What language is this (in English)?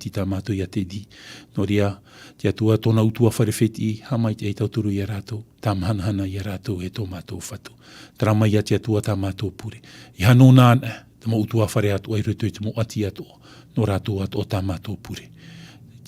Tahitian